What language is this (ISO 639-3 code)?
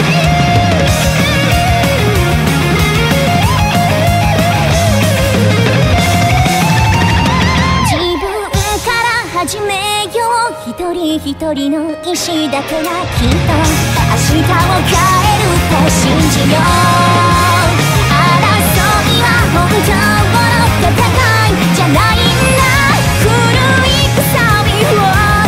jpn